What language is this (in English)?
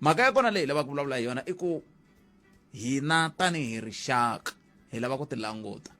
Tsonga